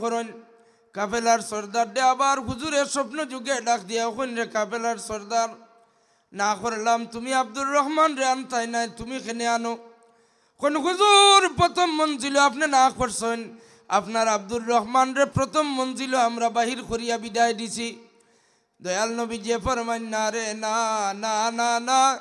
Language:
Sylheti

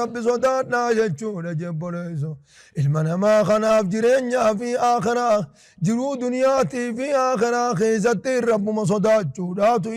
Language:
Oromo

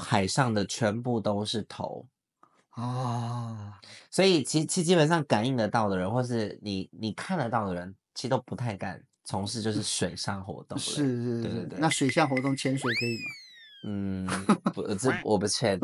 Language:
Chinese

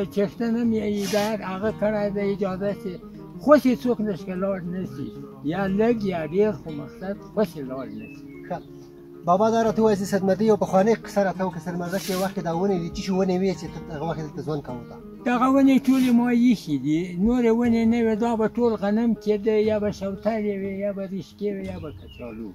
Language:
Pashto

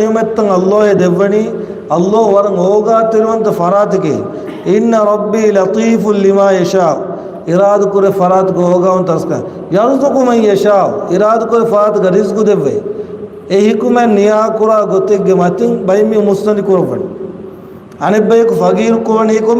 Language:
Divehi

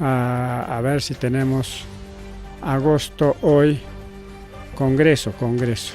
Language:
Ayacucho Quechua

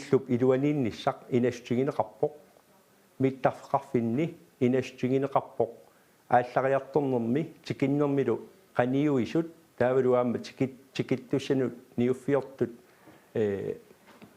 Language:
Kalaallisut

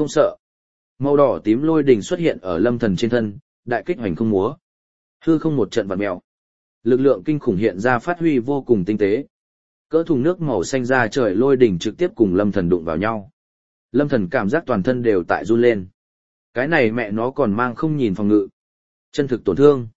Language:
Vietnamese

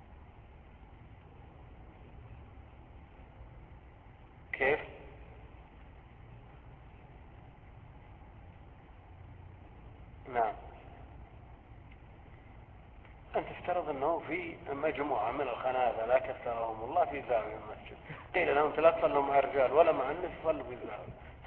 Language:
Arabic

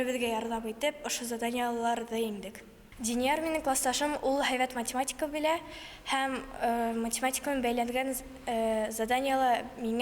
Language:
Bashkir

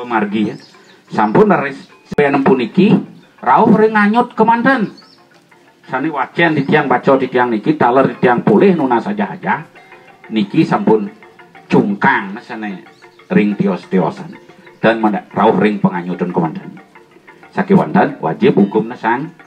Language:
Balinese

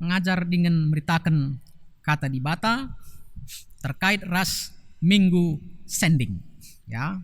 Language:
Batak Karo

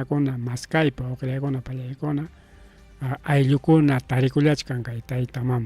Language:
Ayacucho Quechua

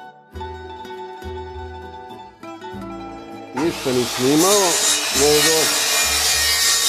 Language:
Croatian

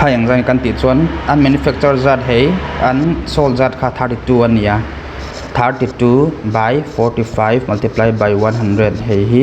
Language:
Mizo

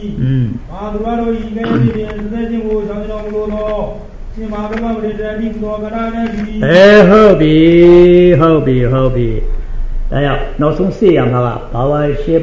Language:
Burmese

